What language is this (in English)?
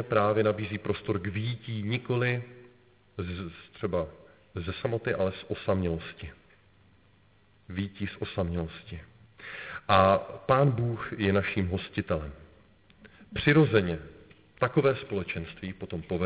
Czech